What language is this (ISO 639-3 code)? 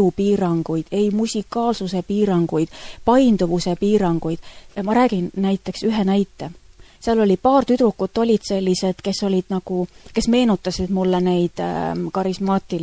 est